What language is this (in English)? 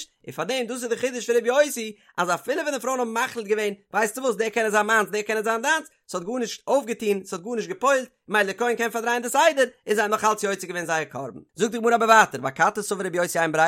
Yiddish